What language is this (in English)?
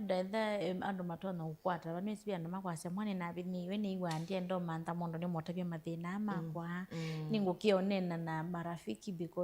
Kamba